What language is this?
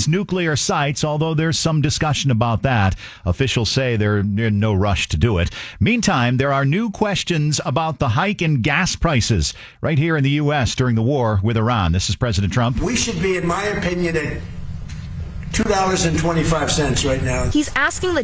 English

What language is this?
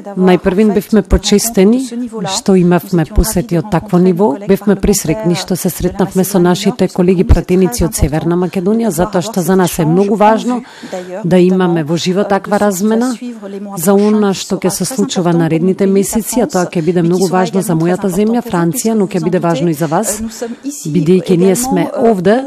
Macedonian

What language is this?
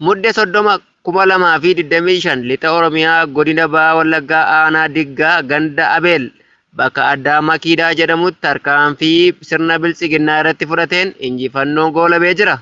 Oromo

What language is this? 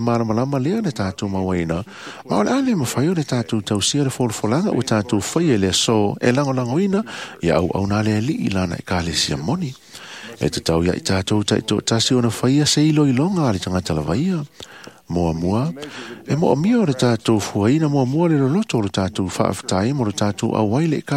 Samoan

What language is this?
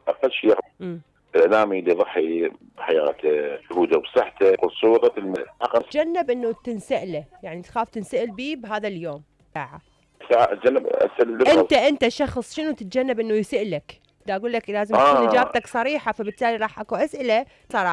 Mesopotamian Arabic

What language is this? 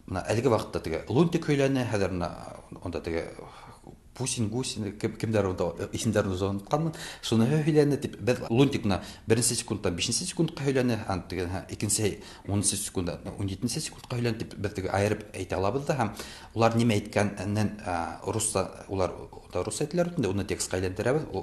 Tatar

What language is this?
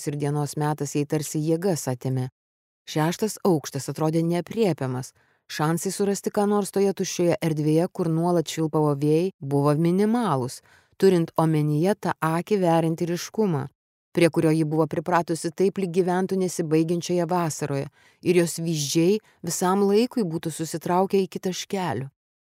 Lithuanian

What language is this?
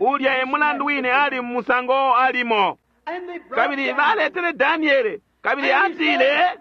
Bemba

